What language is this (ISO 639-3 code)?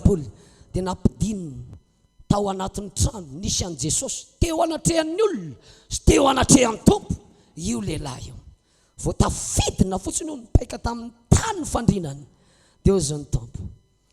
mlg